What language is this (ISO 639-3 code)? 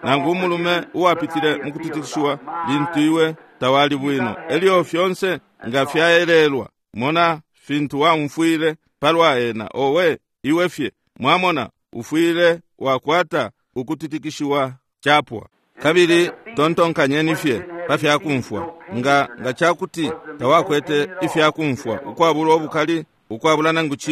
bem